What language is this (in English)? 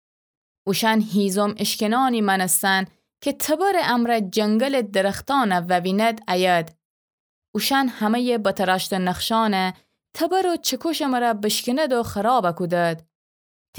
Gilaki